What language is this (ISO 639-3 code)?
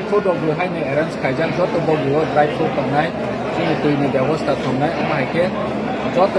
trp